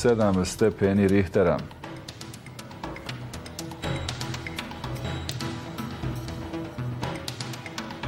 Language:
Bosnian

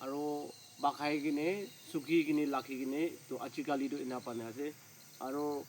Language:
Naga Pidgin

